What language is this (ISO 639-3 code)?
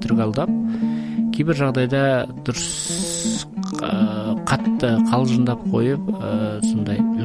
kaz